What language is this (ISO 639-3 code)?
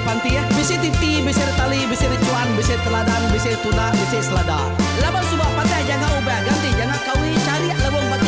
iba